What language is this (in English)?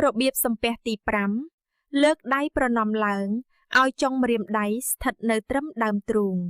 Khmer